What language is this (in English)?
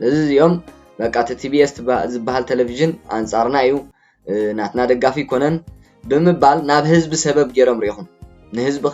Tigrinya